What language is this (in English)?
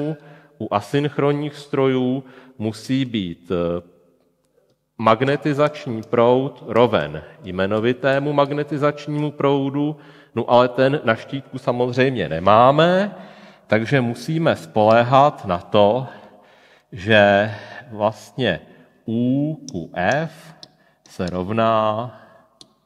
Czech